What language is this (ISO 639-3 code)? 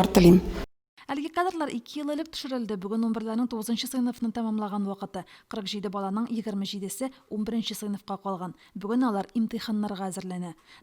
tat